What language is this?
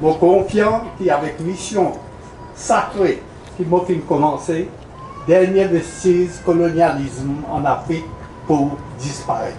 Morisyen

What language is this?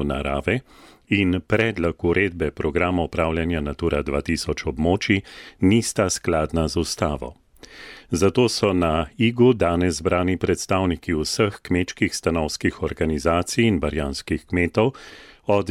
Slovenian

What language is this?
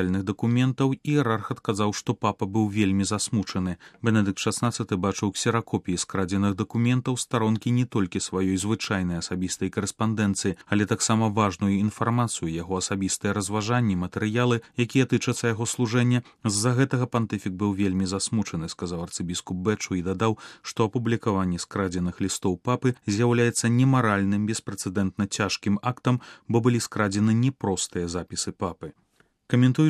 Belarusian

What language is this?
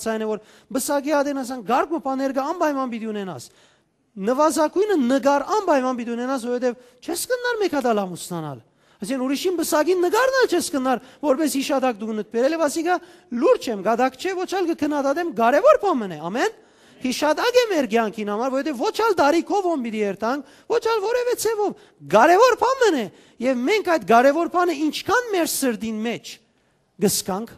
Western Armenian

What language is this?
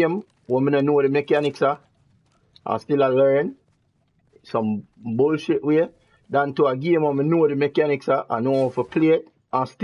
Jamaican Creole English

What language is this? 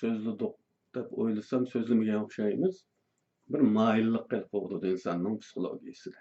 Uyghur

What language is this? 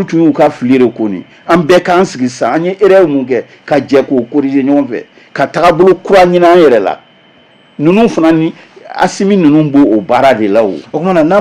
Bambara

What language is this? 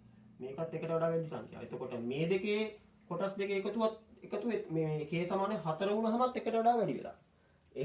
Sinhala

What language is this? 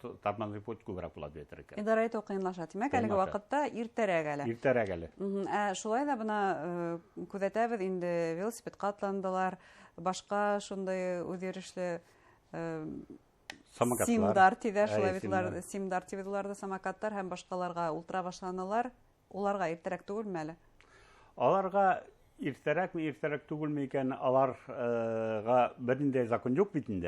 Bashkir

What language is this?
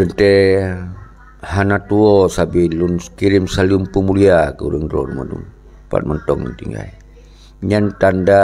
Achinese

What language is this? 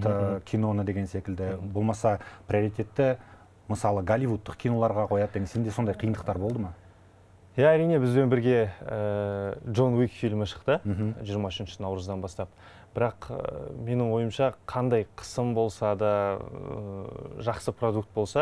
Kazakh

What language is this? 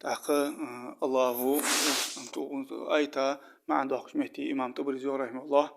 Ingush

